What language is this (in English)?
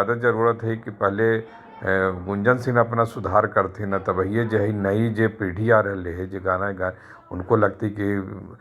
Magahi